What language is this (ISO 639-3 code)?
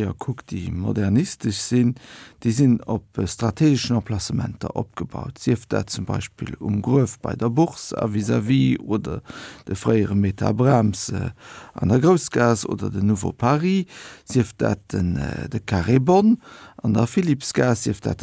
ltz